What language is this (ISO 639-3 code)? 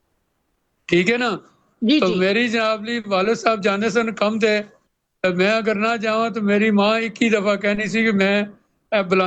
pan